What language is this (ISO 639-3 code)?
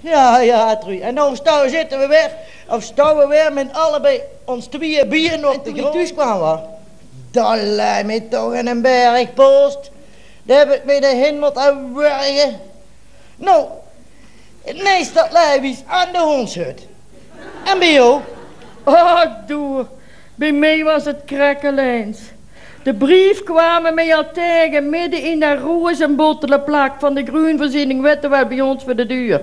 lim